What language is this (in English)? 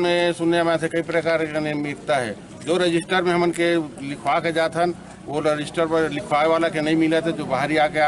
Chhattisgarhi